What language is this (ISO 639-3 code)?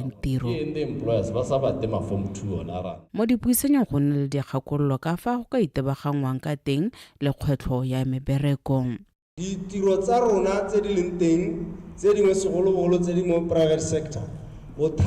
tsn